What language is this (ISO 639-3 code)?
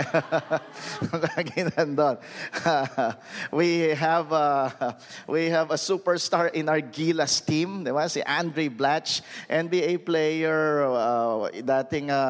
fil